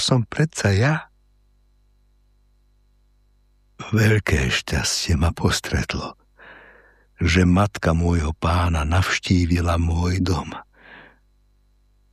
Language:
Slovak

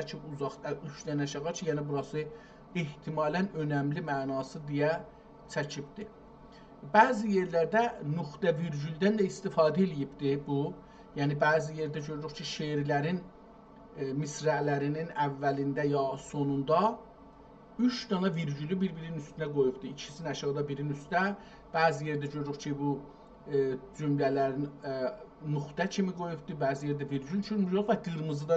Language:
South Azerbaijani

